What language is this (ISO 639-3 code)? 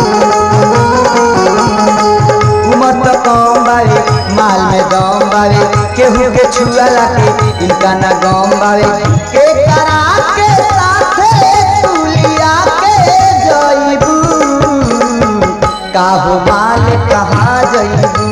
bho